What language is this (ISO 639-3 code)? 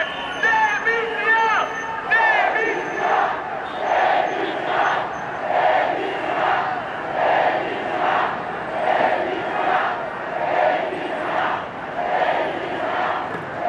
ron